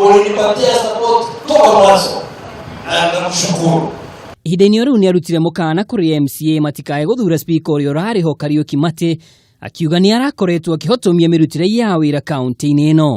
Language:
Kikuyu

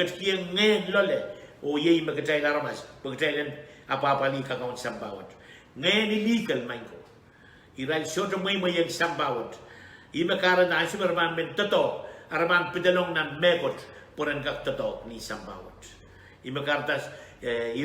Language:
Pohnpeian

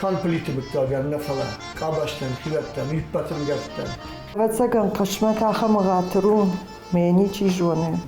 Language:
Ossetic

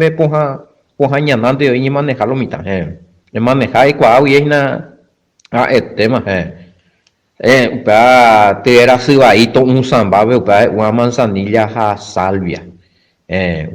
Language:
Guarani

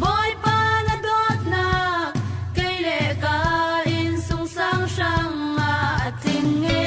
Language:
Falam Chin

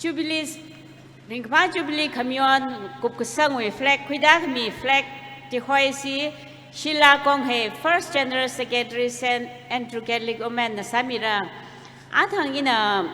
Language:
Tangkhul Naga (India)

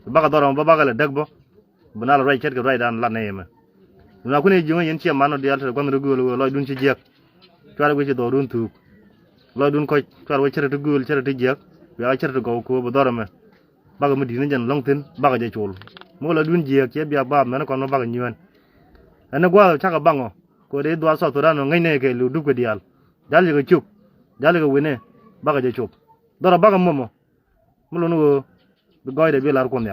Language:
Nuer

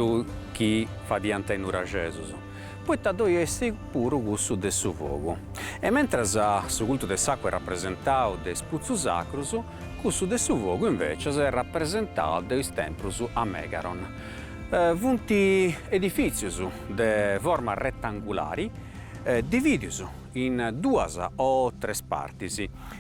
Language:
Sardinian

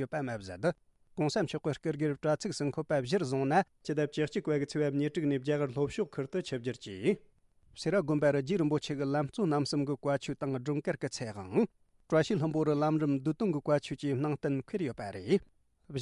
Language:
Tibetan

